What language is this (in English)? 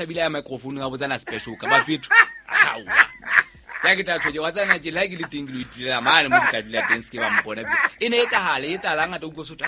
Southern Sotho